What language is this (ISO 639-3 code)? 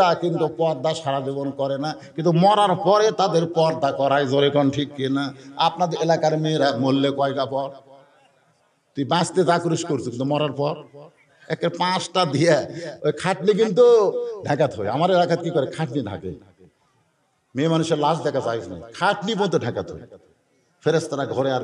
ben